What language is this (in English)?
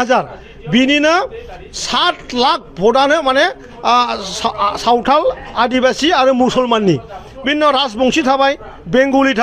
Bodo